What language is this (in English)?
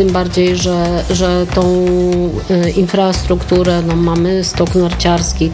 Polish